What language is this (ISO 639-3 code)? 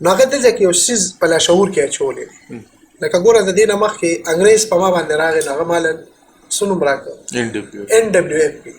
pus